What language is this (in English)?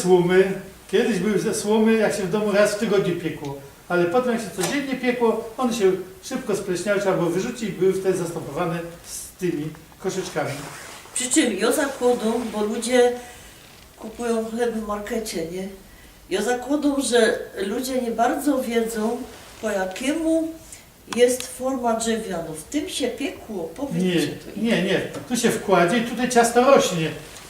Silesian